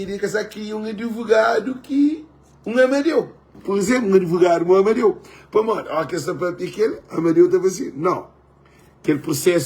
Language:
Kabuverdianu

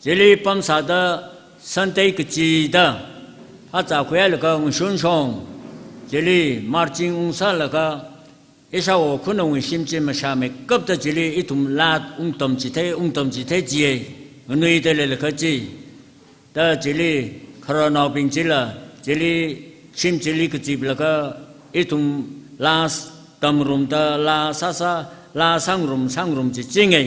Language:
Tangkhul Naga (India)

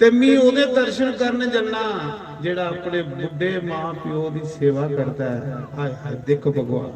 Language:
Dogri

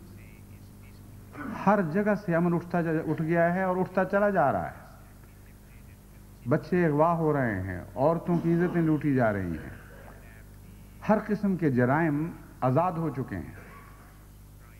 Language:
Urdu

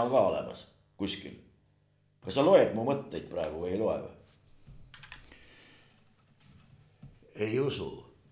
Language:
Estonian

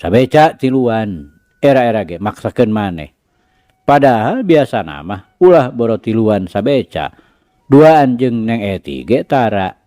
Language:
Sundanese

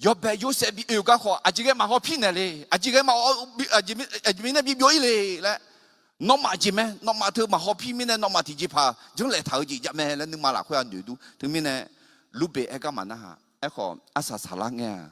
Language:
Akha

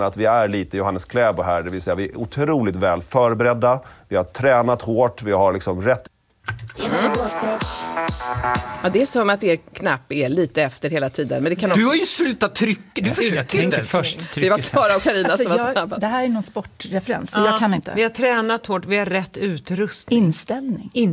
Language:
Swedish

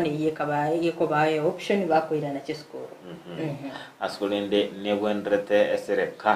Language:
Gusii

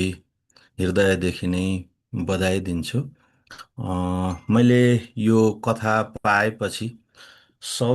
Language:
Nepali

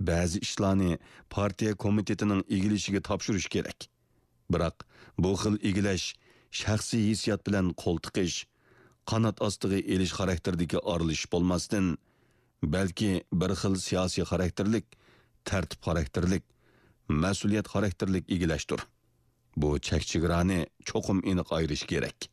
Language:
Uyghur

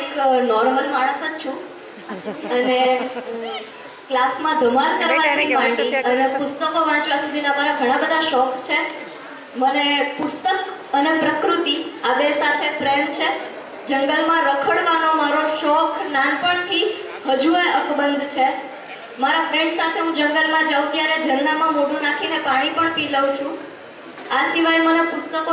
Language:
Gujarati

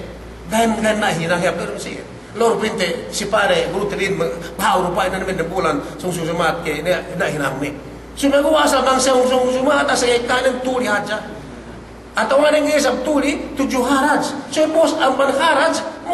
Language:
Yakan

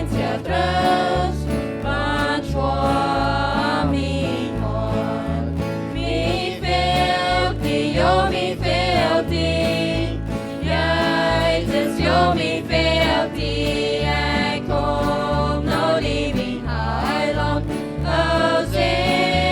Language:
Plautdietsch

